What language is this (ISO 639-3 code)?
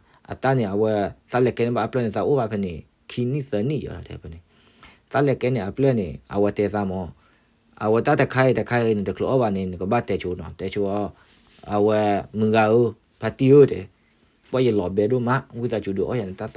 ksw